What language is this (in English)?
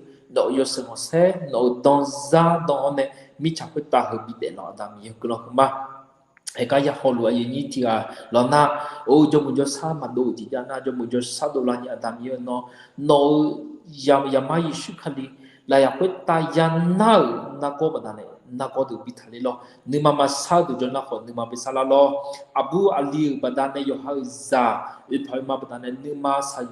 Akha